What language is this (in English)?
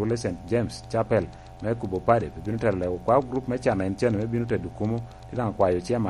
Lango (Uganda)